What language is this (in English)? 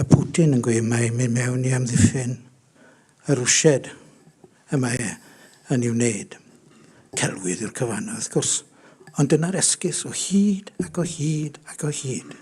Welsh